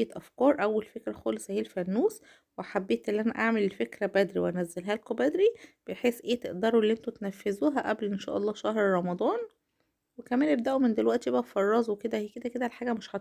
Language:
Egyptian Arabic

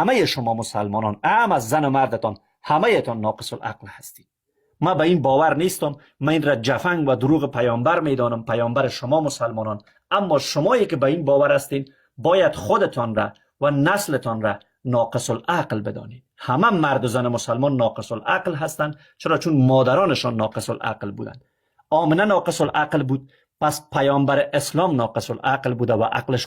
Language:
Persian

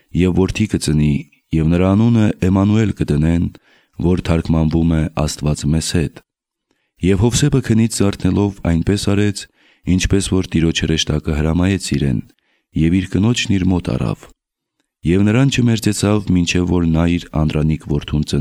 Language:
Armenian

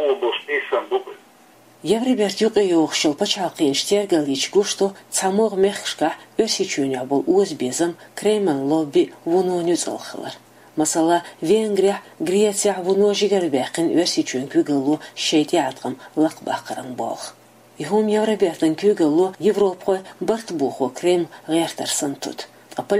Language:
Chechen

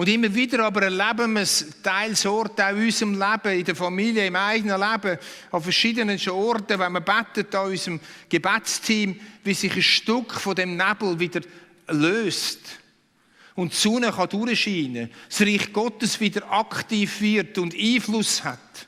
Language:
Swiss German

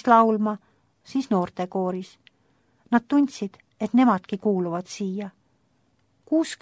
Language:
Estonian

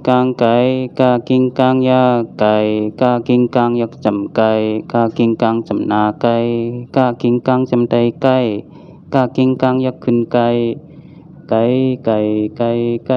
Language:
Shan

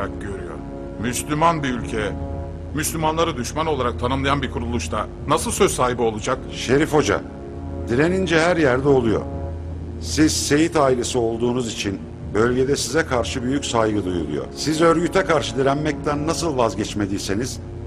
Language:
Turkish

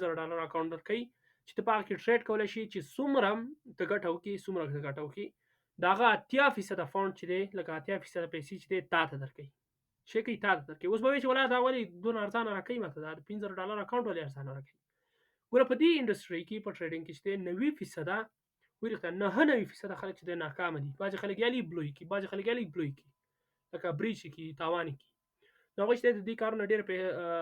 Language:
Pashto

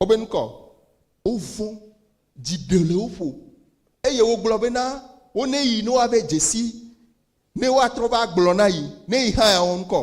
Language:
Ewe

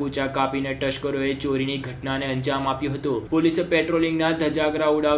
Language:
Gujarati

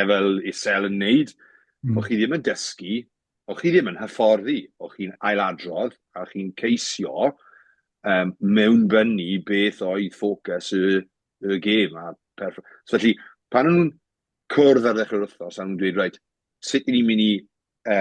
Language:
Welsh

